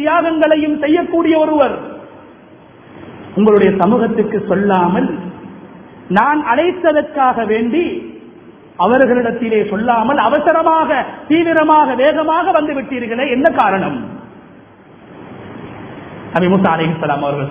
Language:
Tamil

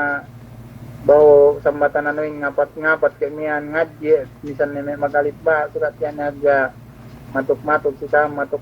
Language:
Yakan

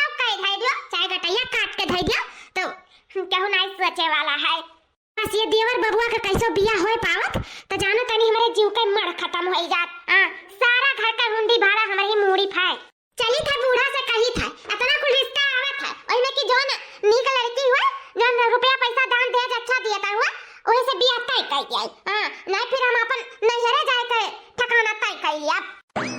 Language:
Awadhi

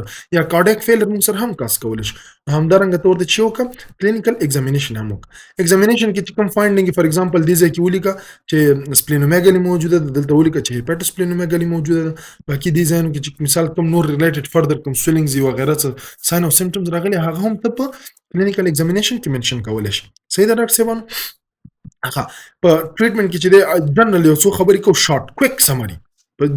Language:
Pashto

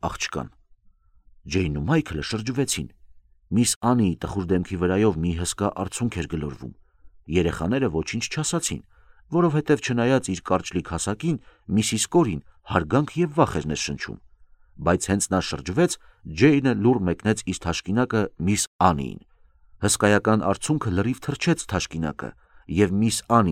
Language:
Armenian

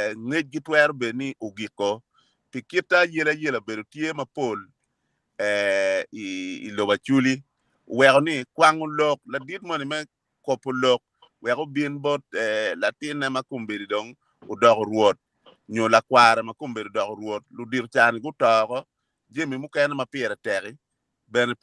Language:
Acoli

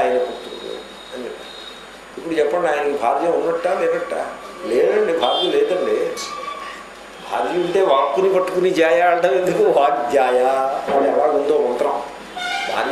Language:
Telugu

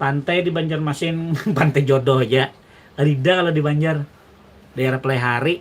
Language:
Banjar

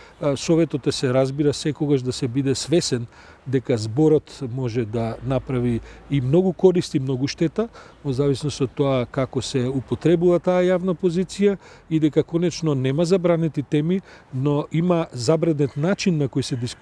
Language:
Macedonian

